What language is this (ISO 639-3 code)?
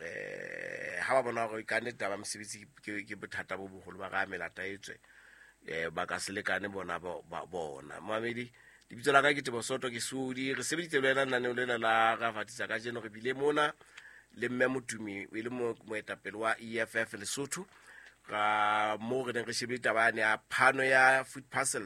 sot